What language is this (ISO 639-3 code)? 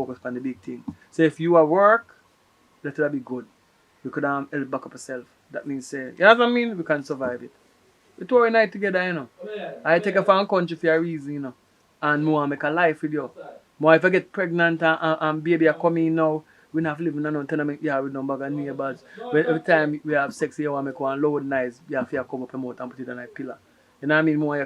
jam